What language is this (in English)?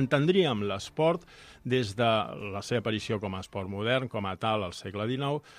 Catalan